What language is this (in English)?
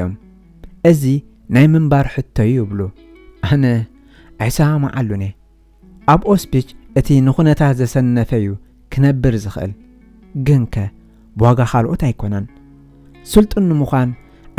Tigrinya